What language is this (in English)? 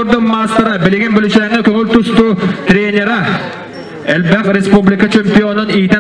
Yakut